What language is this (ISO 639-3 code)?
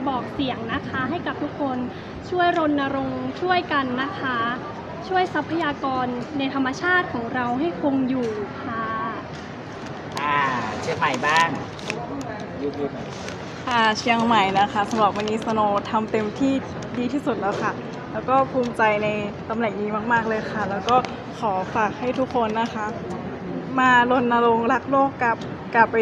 tha